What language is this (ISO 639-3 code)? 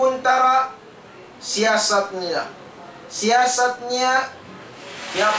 tsg